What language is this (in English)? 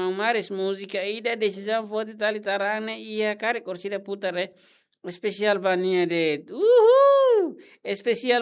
Tetum